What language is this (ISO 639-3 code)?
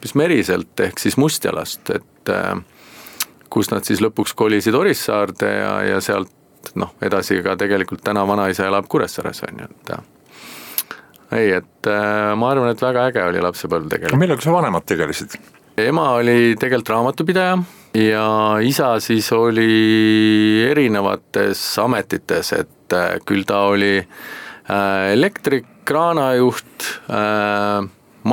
est